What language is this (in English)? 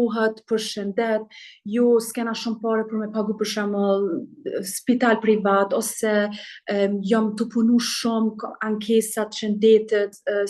Albanian